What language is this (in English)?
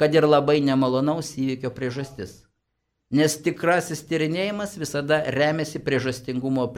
Lithuanian